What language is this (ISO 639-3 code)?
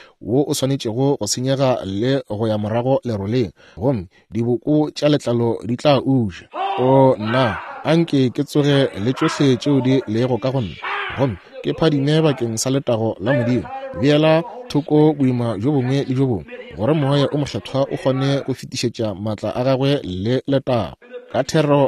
nso